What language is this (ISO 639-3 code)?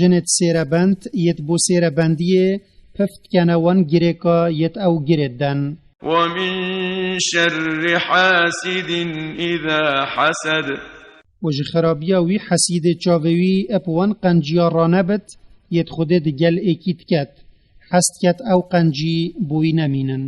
kur